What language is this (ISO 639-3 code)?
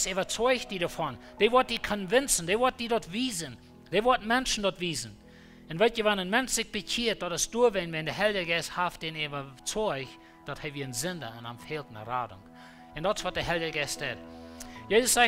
pdt